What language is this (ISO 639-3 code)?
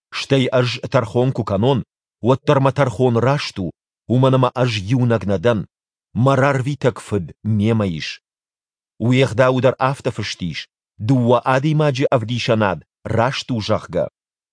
oss